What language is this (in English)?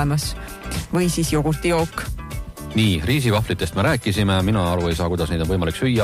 Estonian